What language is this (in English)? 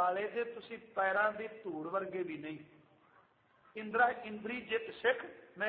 Punjabi